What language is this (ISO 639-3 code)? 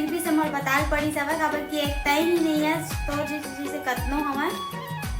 hne